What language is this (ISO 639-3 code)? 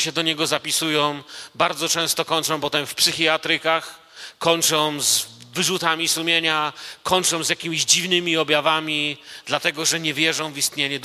pol